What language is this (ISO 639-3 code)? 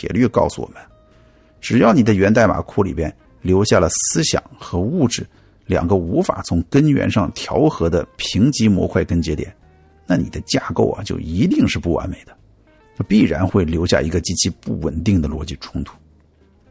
zho